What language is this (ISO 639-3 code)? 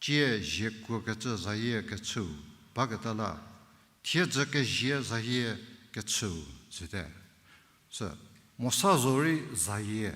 njm